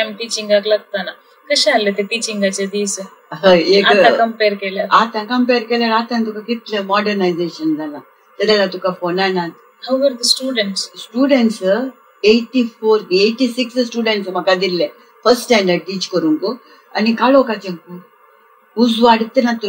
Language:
Konkani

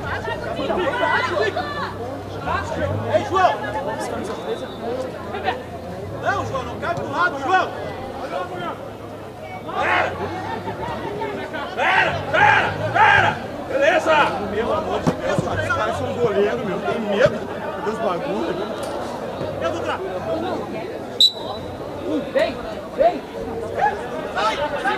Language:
Portuguese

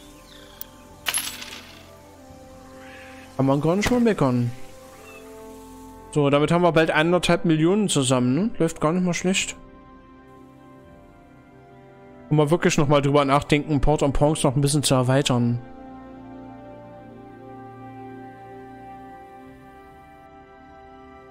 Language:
German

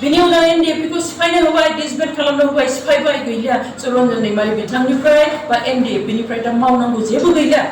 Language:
Bodo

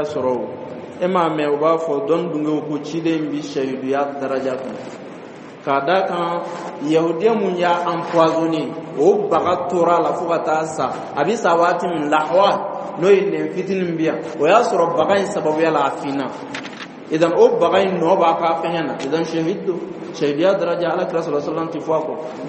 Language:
Dyula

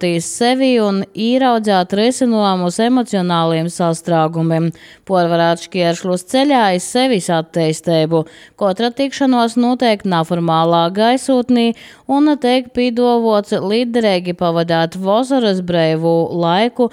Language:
Latvian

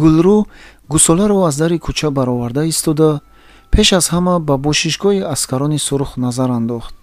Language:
Tajik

